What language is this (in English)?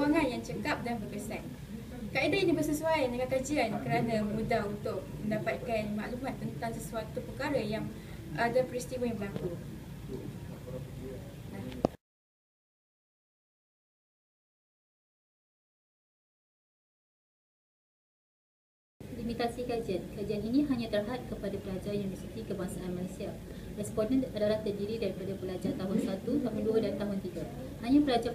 Malay